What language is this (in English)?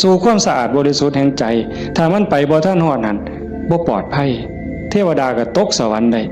Northeastern Thai